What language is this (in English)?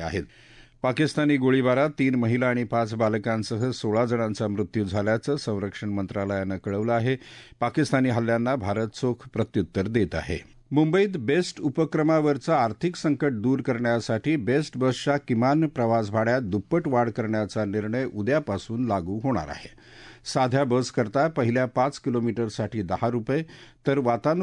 Marathi